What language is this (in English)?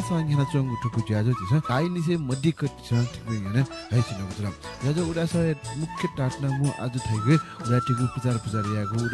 Newari